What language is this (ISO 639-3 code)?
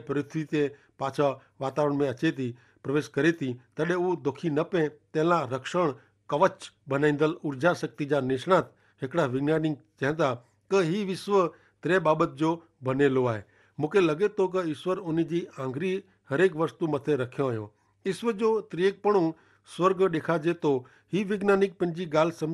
kfr